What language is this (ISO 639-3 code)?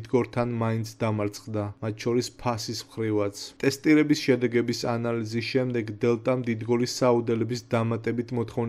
kat